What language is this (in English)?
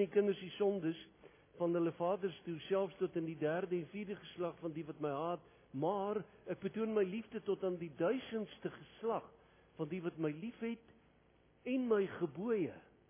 Afrikaans